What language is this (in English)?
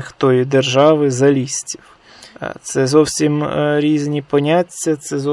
Ukrainian